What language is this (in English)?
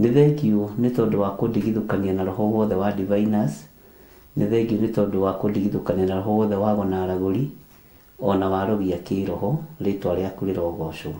Kikuyu